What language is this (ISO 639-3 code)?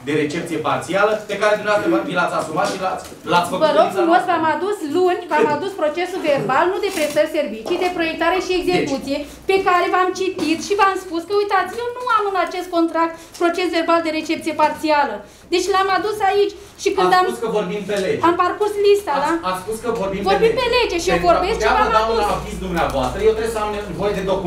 ron